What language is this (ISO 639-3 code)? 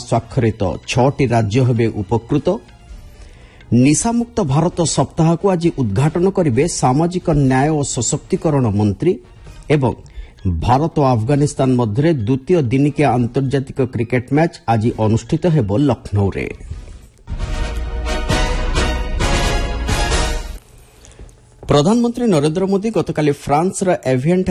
ori